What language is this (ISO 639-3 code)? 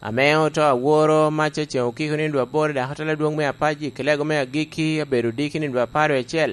laj